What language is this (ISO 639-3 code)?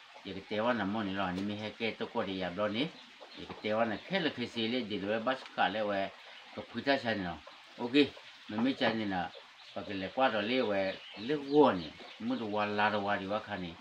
ksw